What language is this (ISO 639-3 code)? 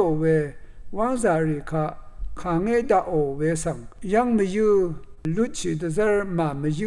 raw